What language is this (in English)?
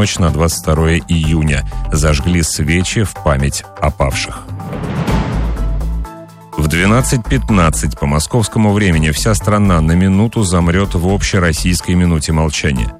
Russian